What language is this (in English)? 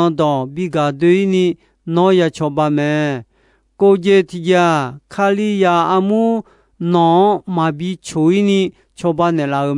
Akha